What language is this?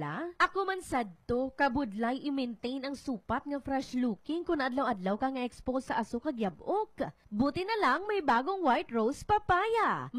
Hiligaynon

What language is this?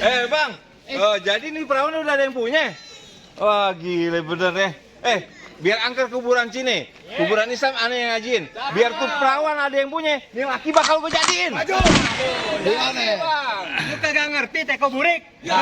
Betawi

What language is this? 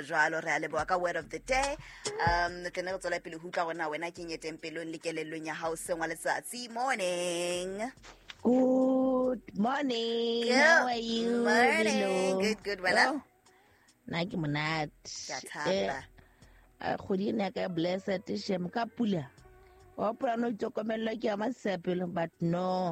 Southern Sotho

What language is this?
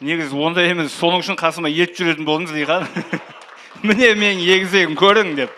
Kara-Kalpak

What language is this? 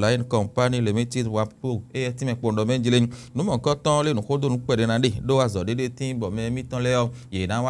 Fon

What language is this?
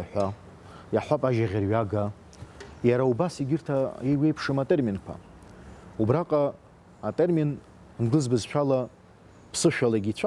Abkhazian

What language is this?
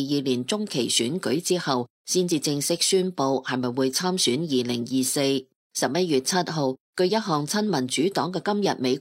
Cantonese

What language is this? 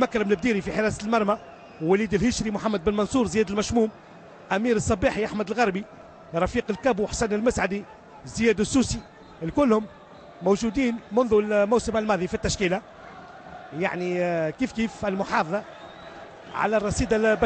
Tunisian Arabic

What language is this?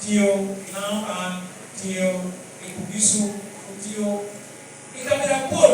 Lango (Uganda)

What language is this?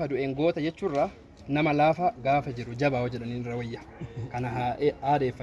Oromo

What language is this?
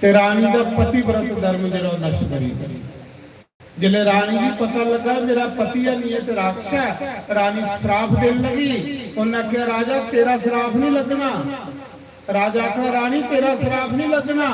Dogri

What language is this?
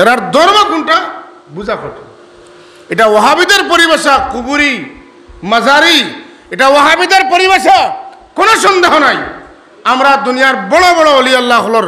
Sylheti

